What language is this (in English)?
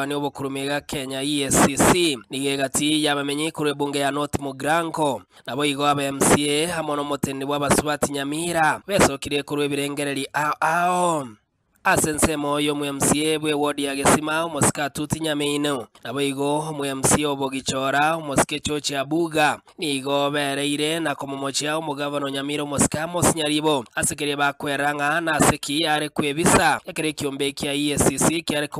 Gusii